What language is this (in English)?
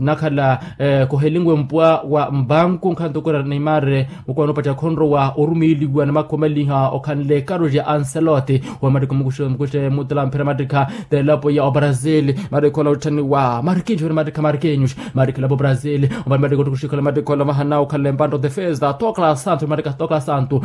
Makhuwa